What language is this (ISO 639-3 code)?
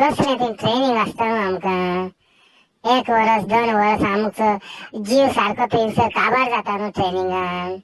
kok